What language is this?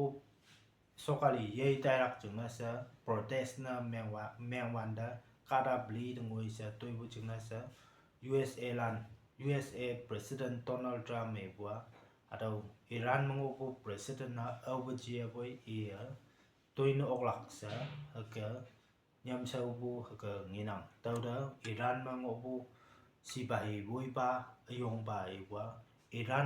Konyak Naga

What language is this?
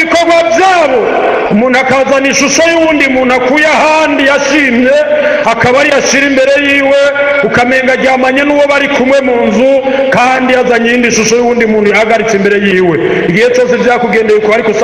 Rundi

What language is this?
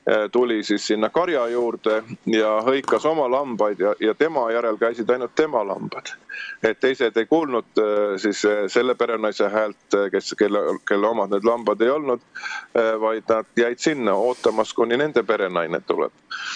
Estonian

